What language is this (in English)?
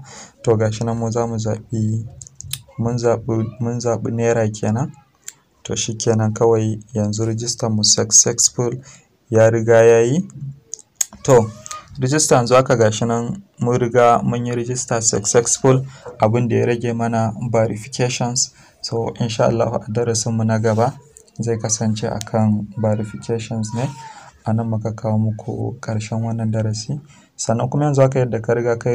Hausa